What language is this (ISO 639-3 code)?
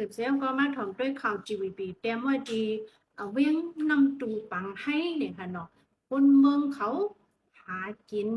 shn